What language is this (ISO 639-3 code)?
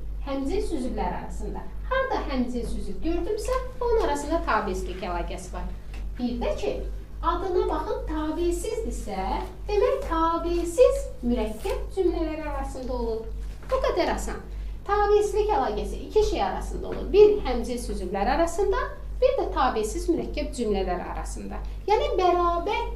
aze